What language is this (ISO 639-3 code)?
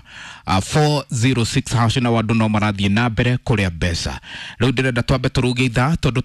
kik